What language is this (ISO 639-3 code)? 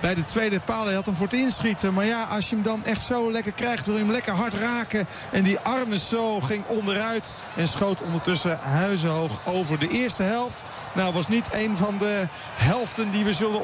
nld